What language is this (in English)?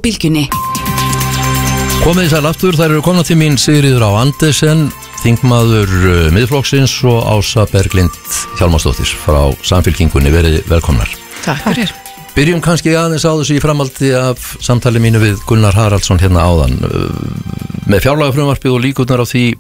Icelandic